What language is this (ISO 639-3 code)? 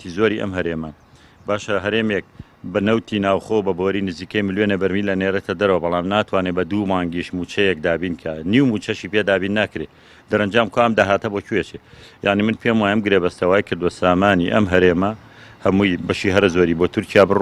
ckb